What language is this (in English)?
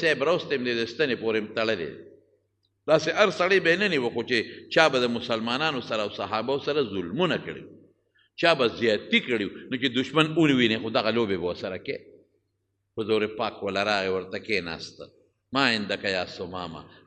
Pashto